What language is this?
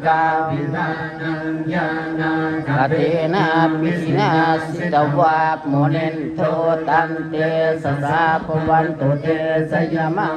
Pali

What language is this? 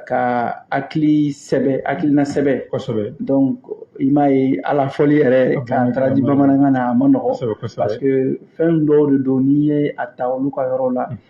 Bambara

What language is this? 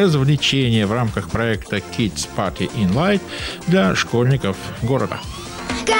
Russian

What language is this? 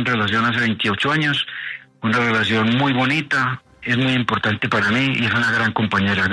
Spanish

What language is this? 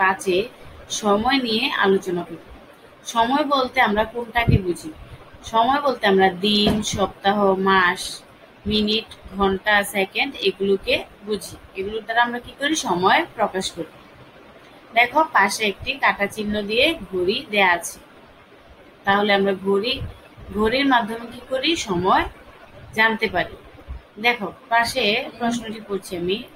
Bangla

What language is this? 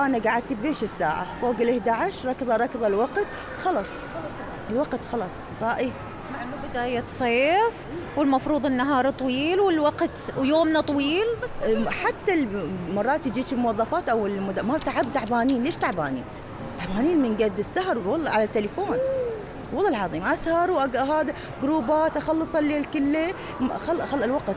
Mesopotamian Arabic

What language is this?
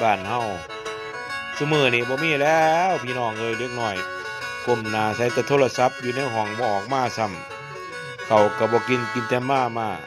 Lao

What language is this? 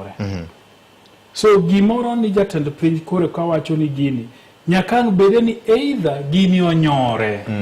Luo (Kenya and Tanzania)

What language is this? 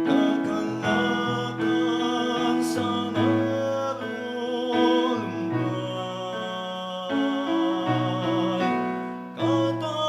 Bikol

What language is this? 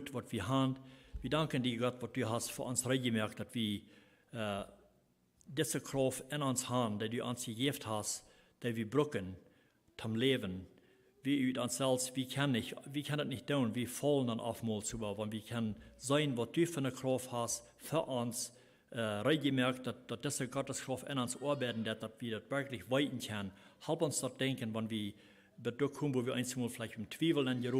Plautdietsch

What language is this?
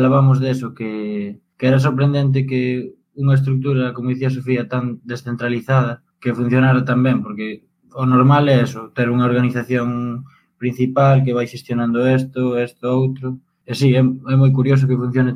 Galician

